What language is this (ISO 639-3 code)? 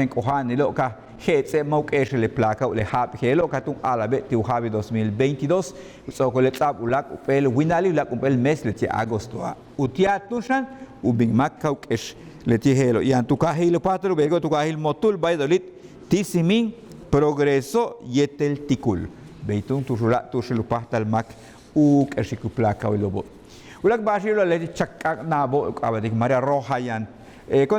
yua